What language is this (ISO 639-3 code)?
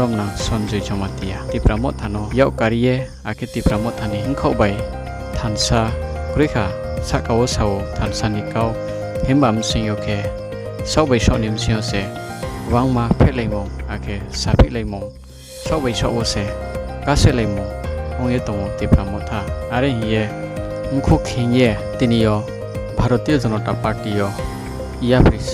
ria